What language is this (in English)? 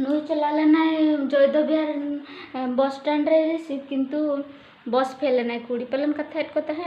Santali